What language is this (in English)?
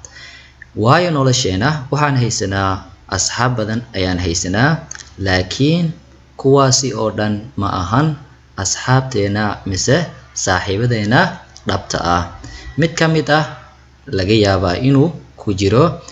Somali